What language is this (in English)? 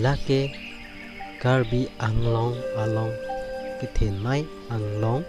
Karbi